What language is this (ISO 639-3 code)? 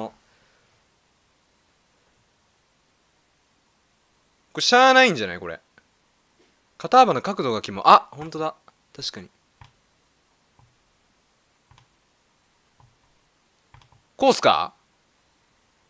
jpn